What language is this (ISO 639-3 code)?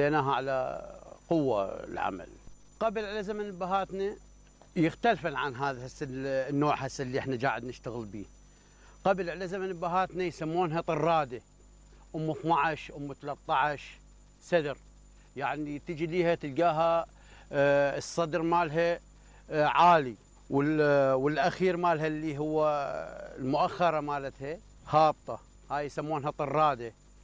acm